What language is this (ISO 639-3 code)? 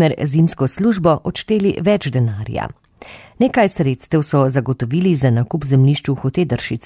slv